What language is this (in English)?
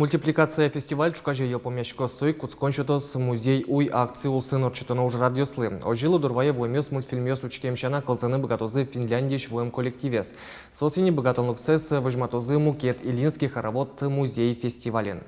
Udmurt